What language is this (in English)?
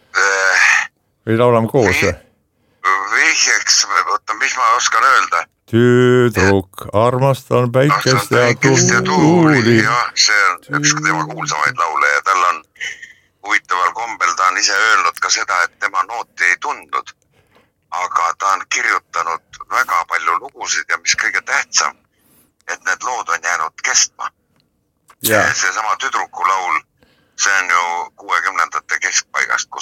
Estonian